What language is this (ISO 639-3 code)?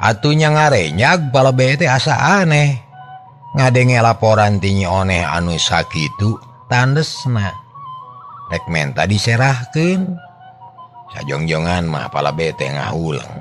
sun